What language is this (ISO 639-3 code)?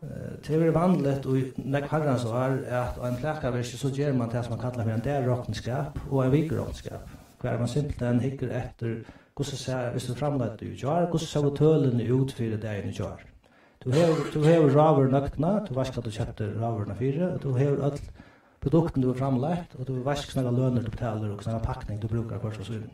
fao